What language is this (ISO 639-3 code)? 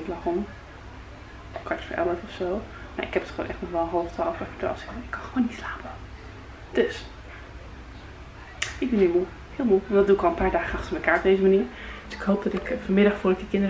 nld